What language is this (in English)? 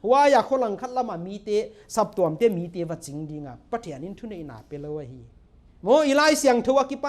Paite Chin